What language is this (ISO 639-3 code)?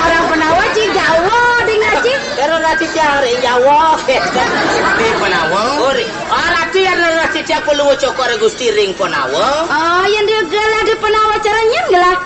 ban